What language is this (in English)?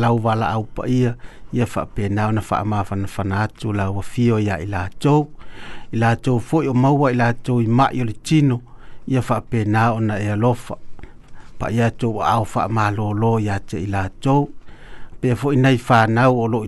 Samoan